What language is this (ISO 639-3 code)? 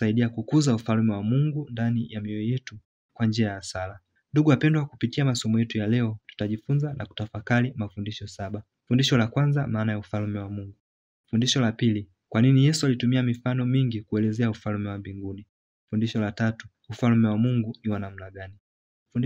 swa